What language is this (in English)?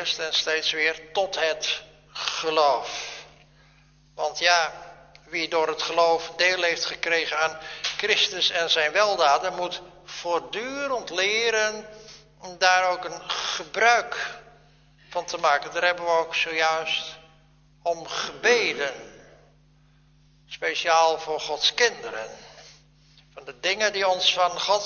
Dutch